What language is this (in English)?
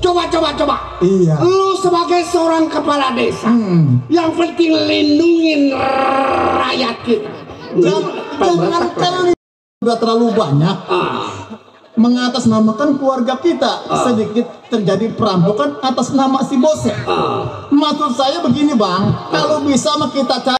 Betawi